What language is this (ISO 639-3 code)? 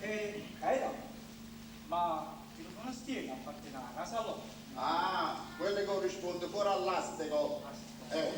nap